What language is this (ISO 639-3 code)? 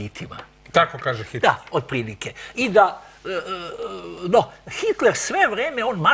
srp